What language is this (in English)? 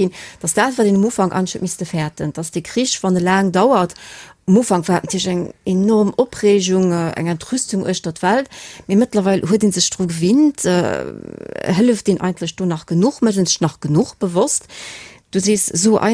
Luxembourgish